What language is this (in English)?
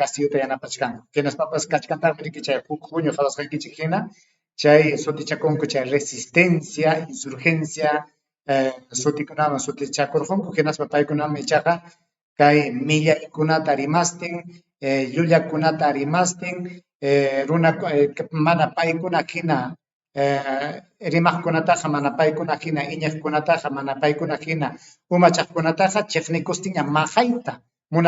Ayacucho Quechua